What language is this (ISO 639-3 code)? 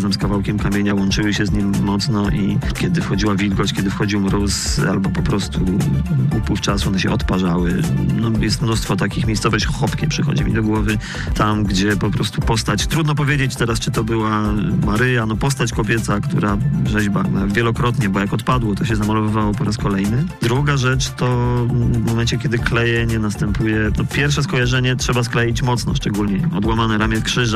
pol